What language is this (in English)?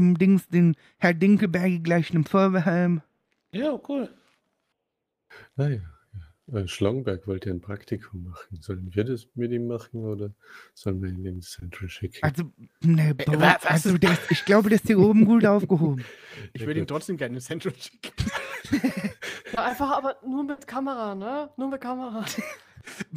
German